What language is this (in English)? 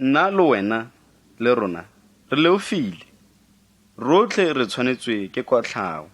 Tswana